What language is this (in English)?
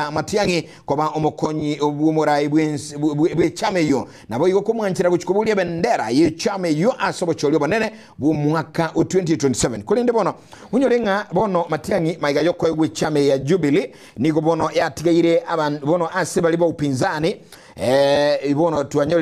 Gusii